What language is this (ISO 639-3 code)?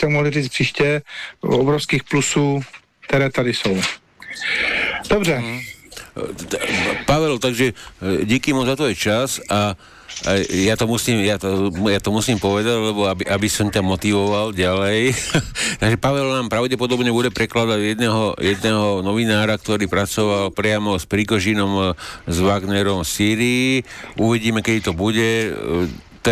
slk